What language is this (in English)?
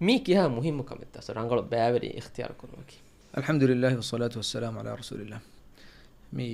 Divehi